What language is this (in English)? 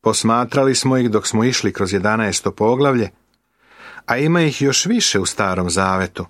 Serbian